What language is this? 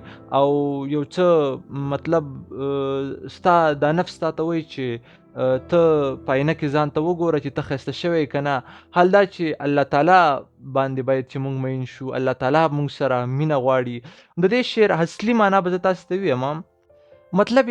Pashto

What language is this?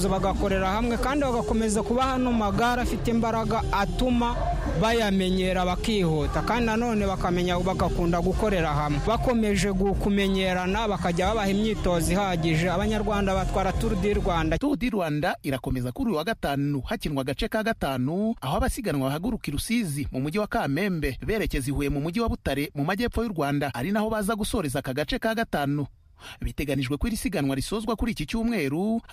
Kinyarwanda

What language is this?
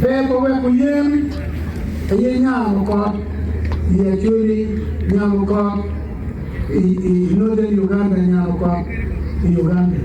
Acoli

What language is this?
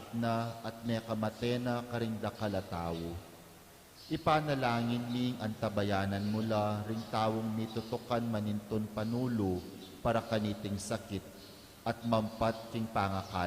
Pampanga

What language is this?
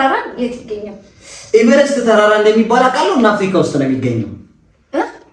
Amharic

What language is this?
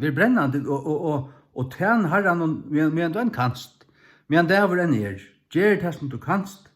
Faroese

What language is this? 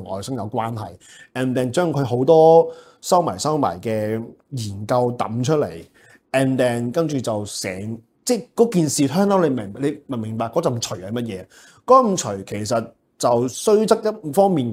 Cantonese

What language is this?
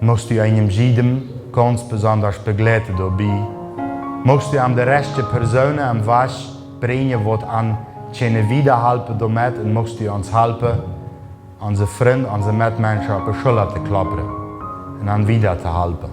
Plautdietsch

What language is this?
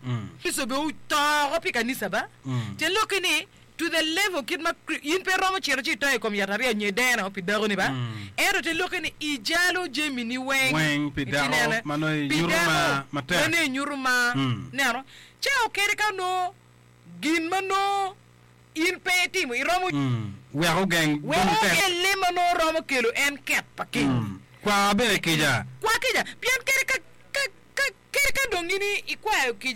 Acoli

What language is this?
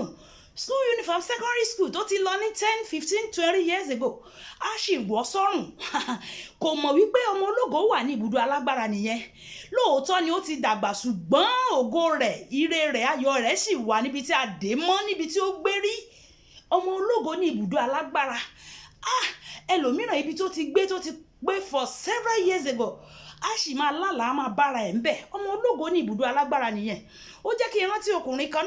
Yoruba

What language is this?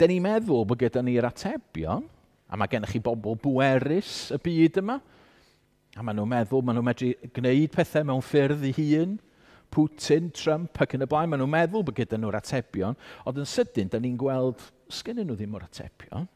Welsh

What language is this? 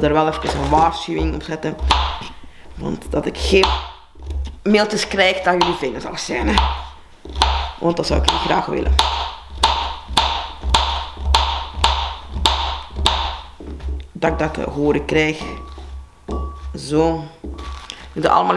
Dutch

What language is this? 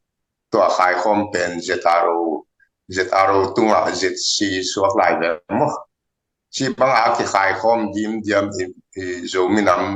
Tedim Chin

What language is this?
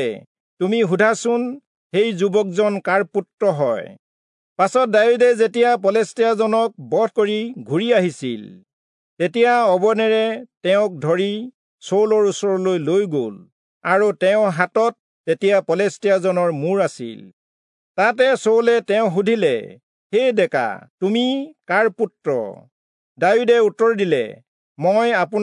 Assamese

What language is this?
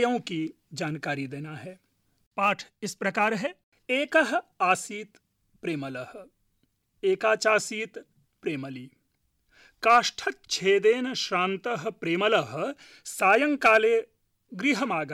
Sanskrit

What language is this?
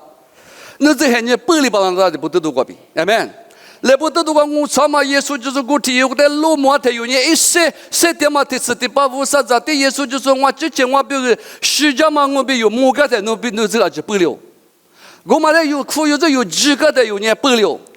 Lisu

